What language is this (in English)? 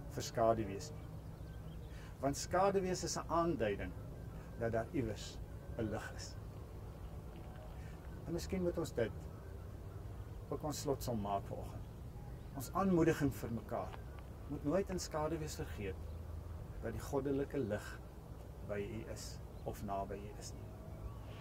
Afrikaans